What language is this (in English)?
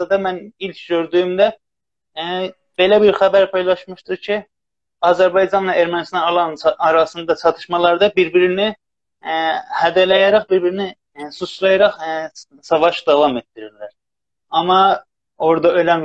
South Azerbaijani